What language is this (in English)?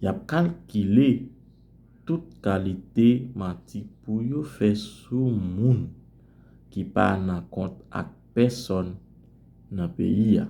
Haitian Creole